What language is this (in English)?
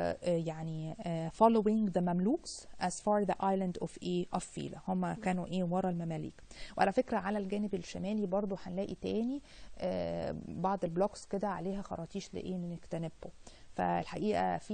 Egyptian Arabic